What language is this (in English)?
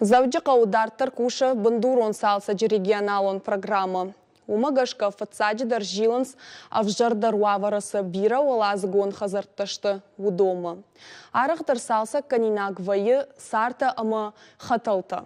Ossetic